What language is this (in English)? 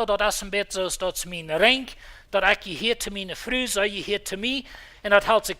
Plautdietsch